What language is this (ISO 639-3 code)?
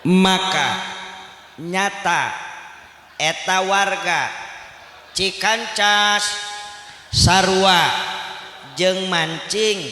sun